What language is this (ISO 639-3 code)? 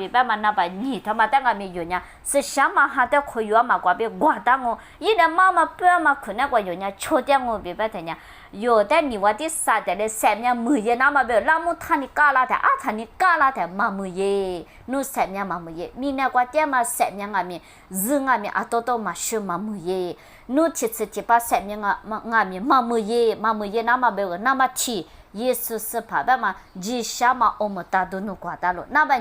lis